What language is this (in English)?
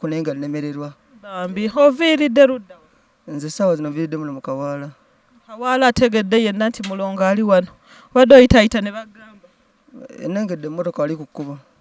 Ganda